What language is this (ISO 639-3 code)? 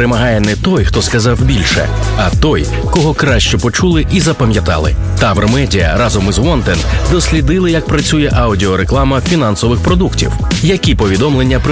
ukr